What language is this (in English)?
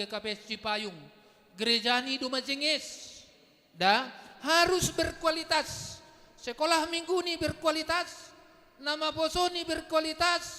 Batak Simalungun